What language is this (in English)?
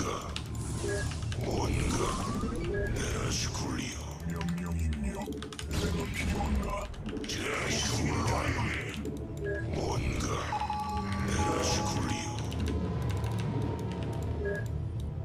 Korean